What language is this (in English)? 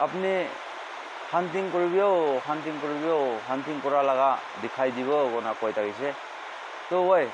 Naga Pidgin